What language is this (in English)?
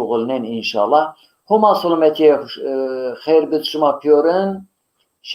Zaza